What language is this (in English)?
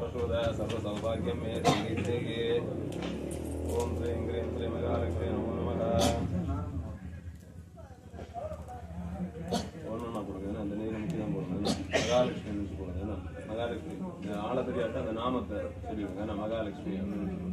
Tamil